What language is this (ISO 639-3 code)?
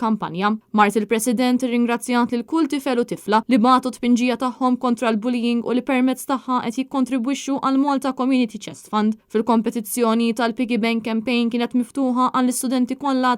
mlt